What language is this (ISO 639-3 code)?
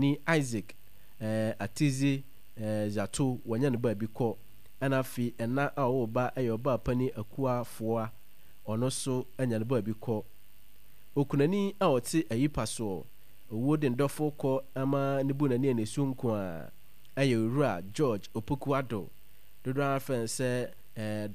aka